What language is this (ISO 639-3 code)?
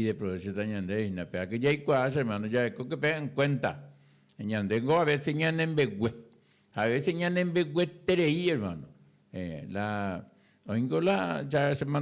grn